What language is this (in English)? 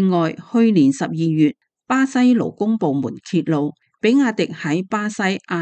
Cantonese